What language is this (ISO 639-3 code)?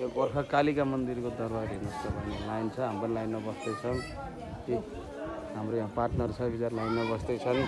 nep